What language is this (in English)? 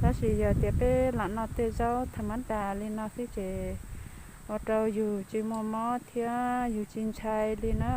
Hmong